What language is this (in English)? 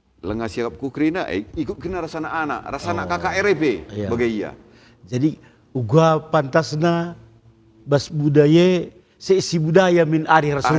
Batak Karo